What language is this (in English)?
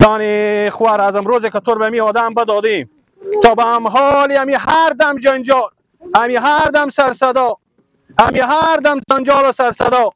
Persian